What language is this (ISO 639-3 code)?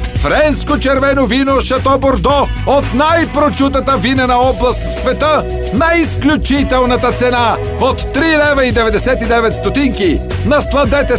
bul